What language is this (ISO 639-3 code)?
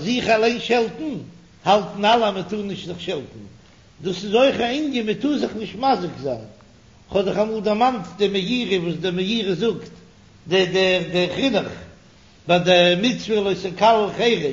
yid